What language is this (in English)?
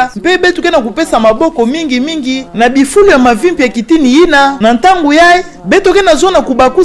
Kituba (Democratic Republic of Congo)